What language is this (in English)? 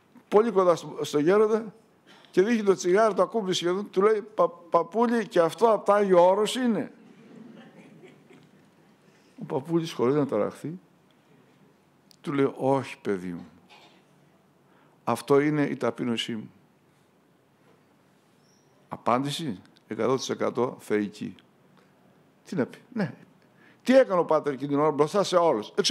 Greek